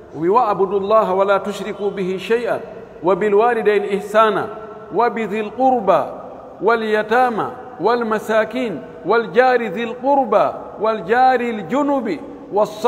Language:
Fula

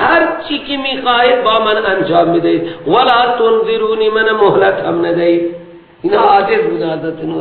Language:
Persian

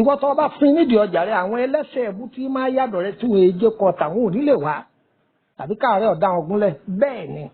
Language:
Yoruba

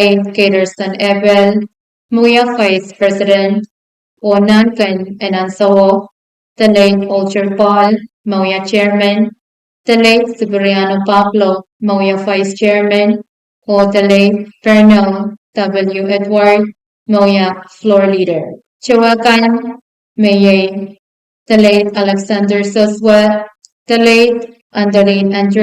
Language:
Pohnpeian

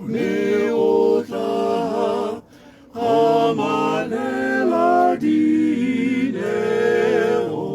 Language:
Tswana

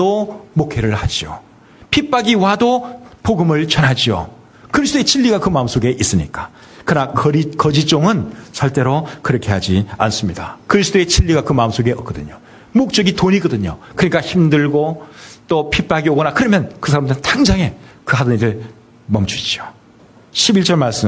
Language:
Korean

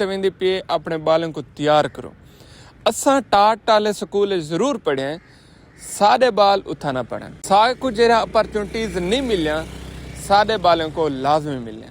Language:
Saraiki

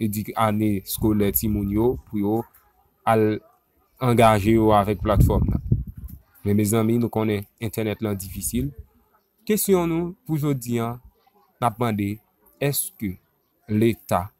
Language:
Haitian Creole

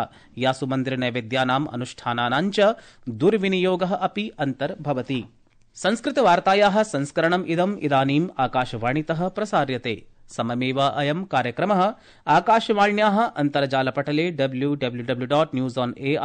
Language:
Sanskrit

